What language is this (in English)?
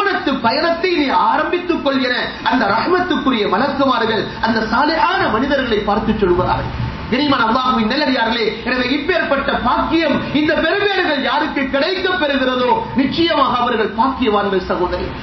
Tamil